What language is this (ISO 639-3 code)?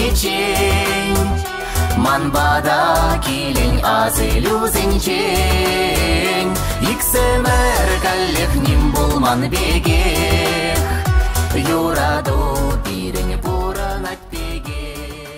chv